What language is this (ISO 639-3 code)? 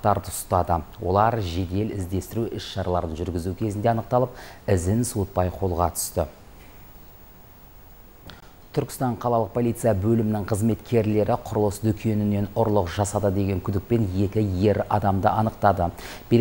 kaz